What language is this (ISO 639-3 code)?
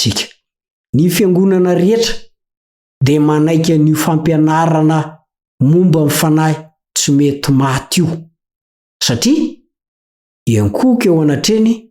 mlg